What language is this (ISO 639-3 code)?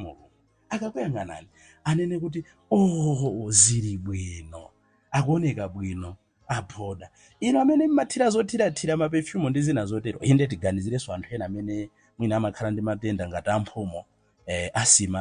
nya